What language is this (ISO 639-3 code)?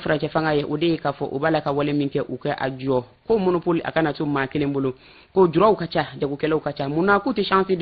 bam